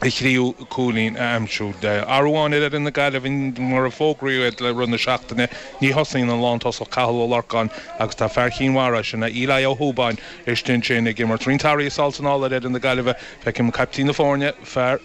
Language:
Irish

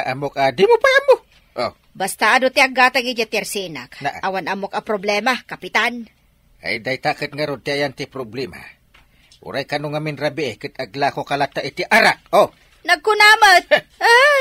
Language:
Iloko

